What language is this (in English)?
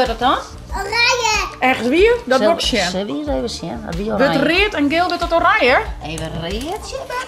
Western Frisian